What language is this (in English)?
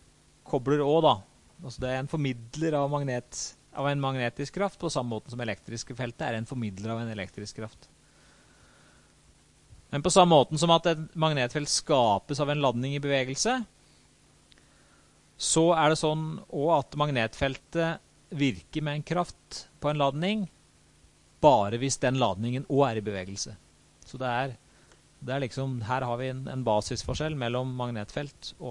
Norwegian